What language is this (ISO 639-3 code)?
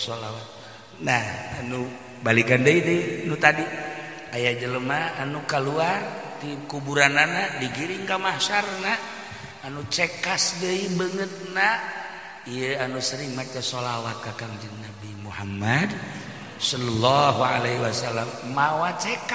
sun